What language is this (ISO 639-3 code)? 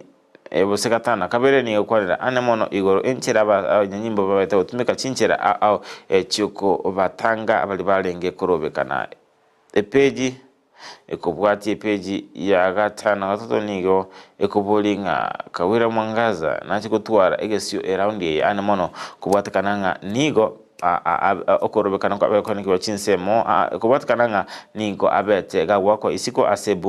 guz